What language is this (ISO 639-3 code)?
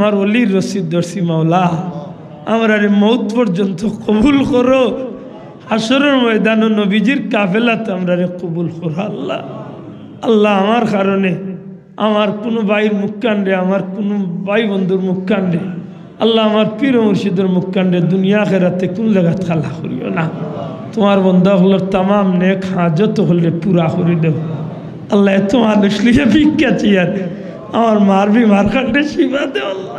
syl